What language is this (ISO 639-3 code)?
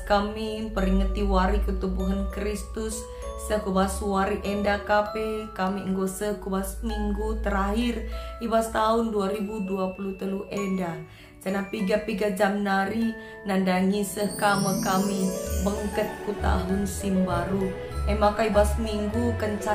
btx